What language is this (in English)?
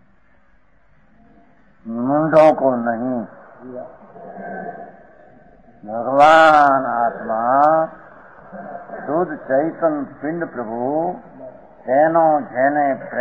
Gujarati